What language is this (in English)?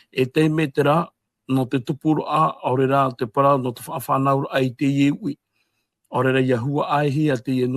Tahitian